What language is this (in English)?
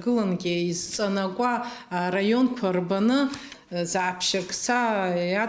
Abkhazian